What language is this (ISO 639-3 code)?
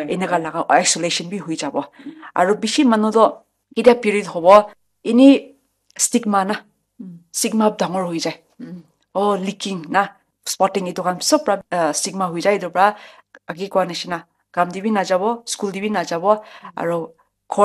nag